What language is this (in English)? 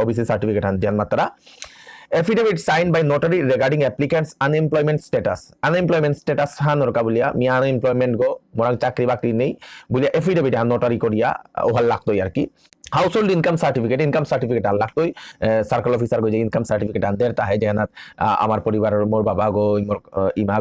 Bishnupriya